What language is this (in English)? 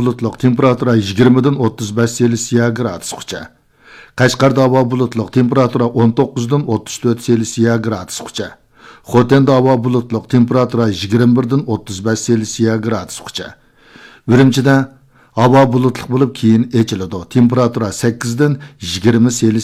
Uyghur